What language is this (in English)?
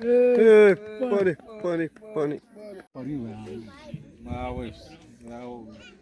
Xavánte